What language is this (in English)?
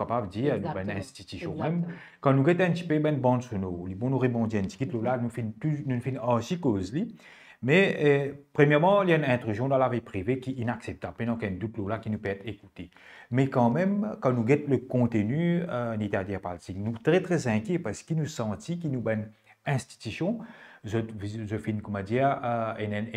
Morisyen